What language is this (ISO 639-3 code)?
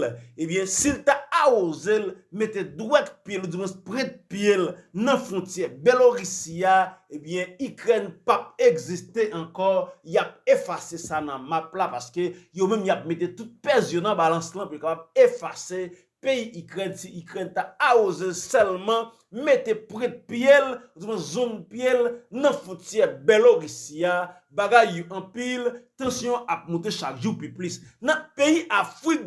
hat